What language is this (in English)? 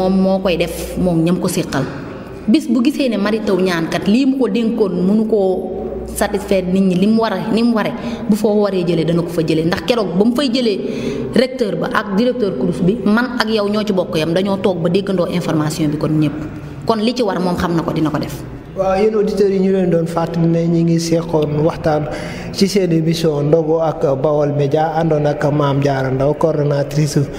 Wolof